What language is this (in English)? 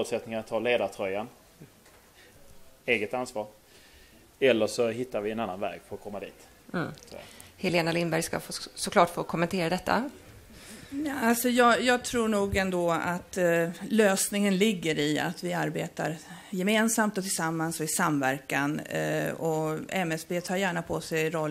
Swedish